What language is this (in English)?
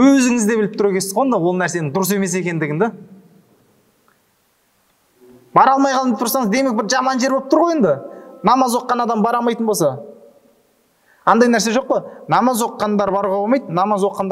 Kazakh